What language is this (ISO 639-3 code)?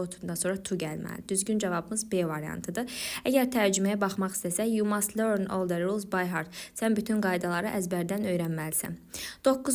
aze